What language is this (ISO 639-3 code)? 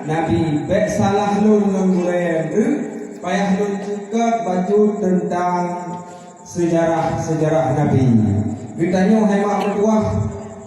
ace